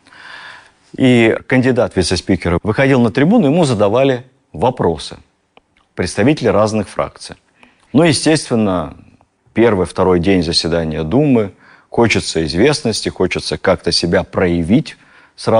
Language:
Russian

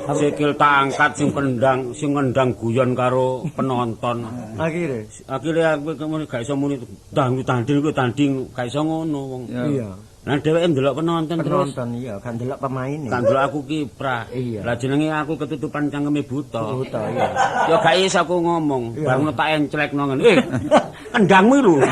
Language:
Javanese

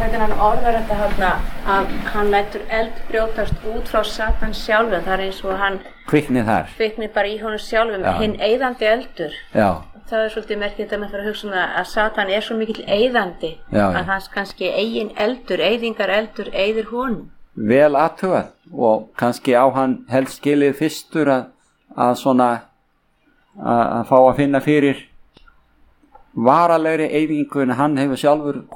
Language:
Icelandic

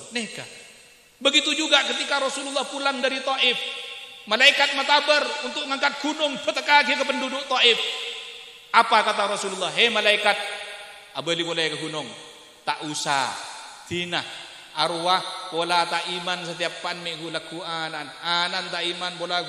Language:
Madurese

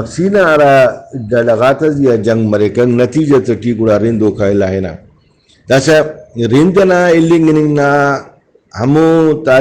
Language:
Brahui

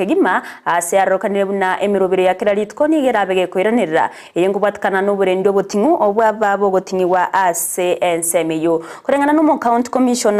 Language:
Gusii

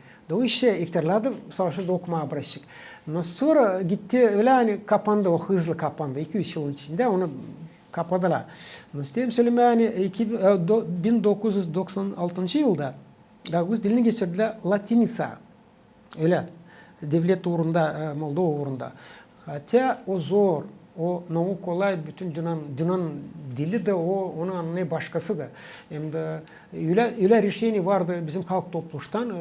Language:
Gagauz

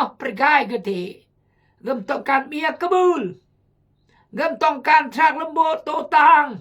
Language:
Khmu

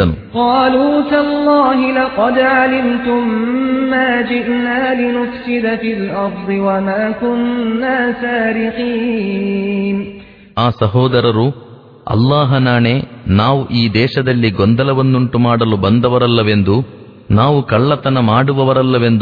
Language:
Kannada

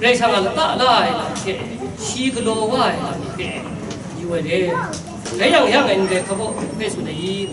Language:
Kachin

